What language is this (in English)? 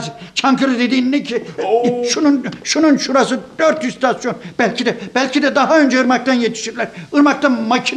Turkish